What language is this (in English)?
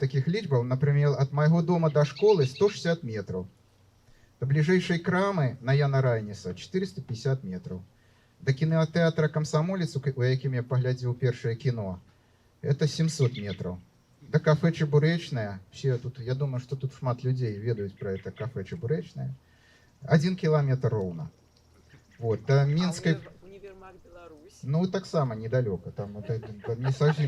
Belarusian